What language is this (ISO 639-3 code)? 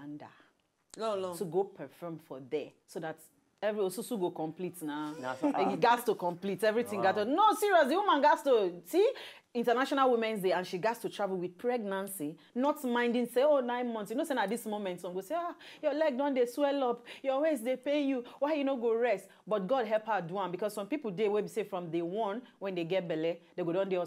pcm